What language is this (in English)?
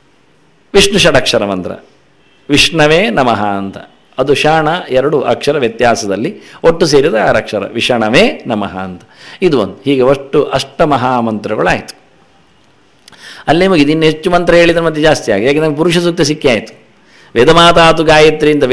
Kannada